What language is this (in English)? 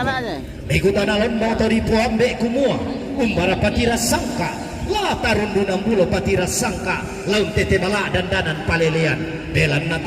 Toraja-Sa'dan